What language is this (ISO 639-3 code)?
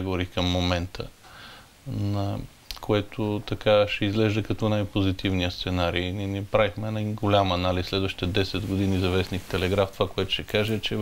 bul